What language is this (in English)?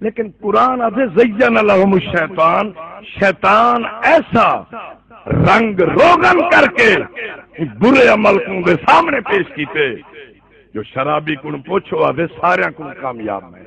Saraiki